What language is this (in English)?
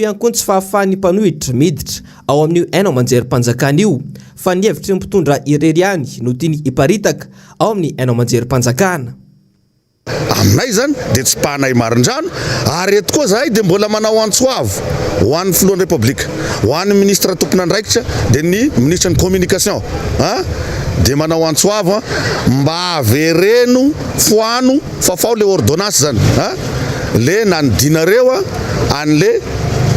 Malagasy